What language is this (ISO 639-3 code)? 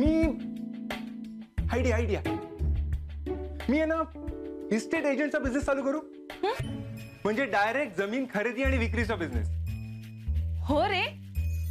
mar